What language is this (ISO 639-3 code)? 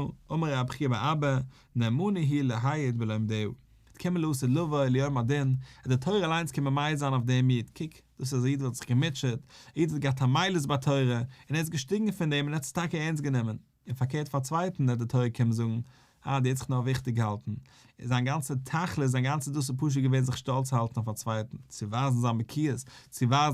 yid